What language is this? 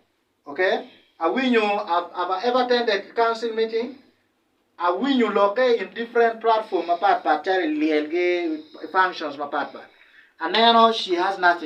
Acoli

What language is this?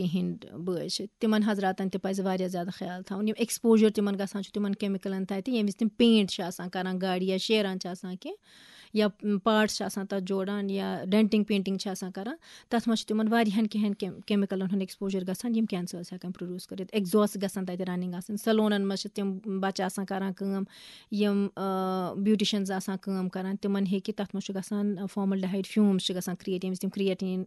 Kashmiri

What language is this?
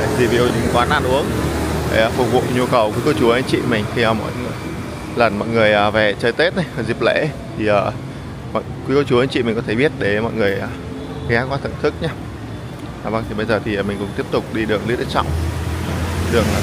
Vietnamese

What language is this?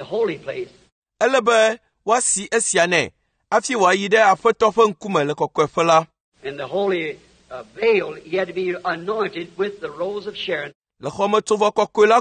Ewe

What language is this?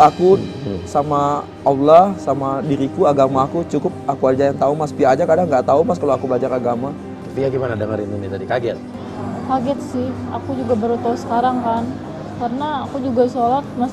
Indonesian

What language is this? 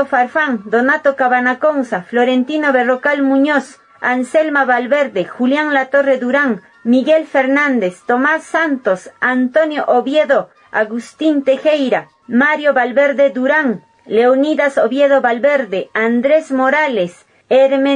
Quechua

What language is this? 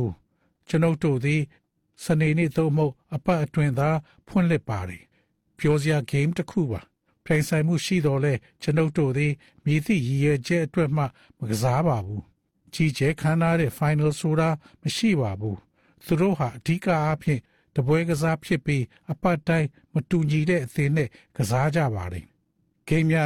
Burmese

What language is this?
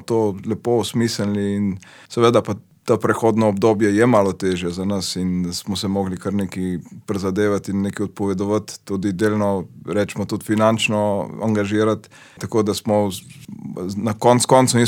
Slovenian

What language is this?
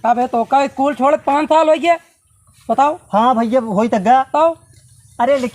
Awadhi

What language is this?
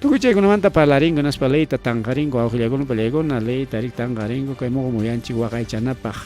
Ayacucho Quechua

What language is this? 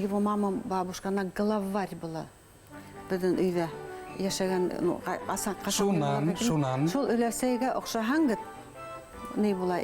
Bashkir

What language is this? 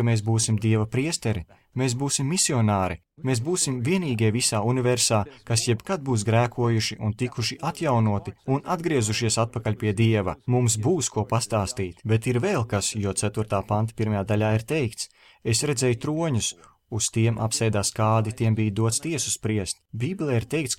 Latvian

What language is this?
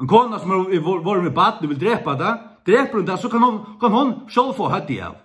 Faroese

